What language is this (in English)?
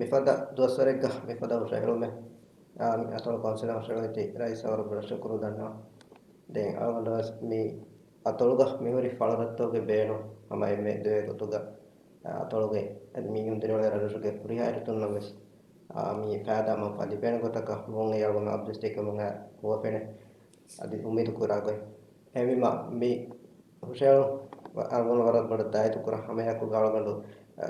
Divehi